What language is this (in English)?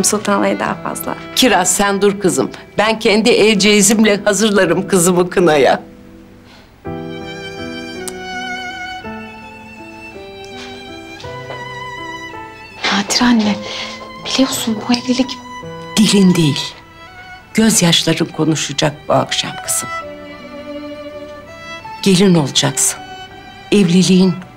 Turkish